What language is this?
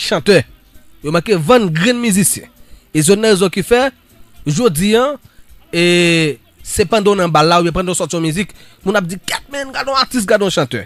Haitian Creole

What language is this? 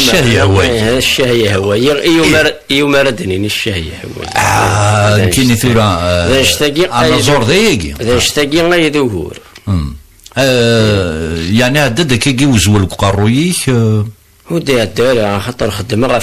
Kabyle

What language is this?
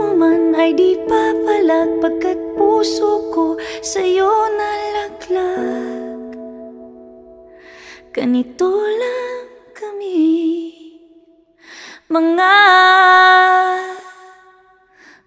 Filipino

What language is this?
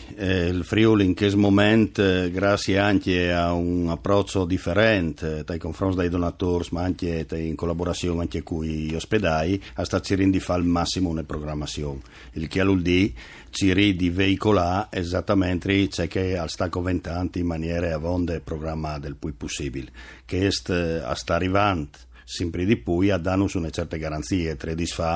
Friulian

